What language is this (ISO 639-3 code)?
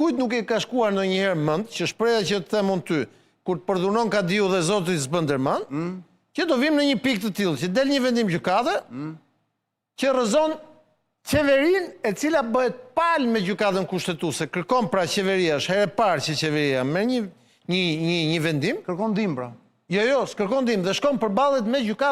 sqi